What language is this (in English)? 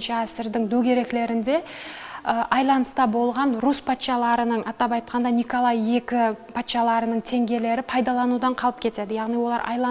Kara-Kalpak